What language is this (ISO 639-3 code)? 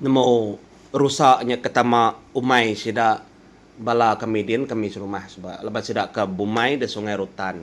iba